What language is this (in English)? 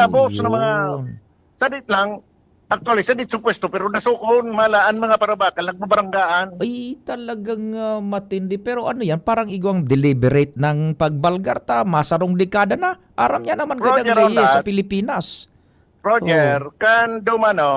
Bikol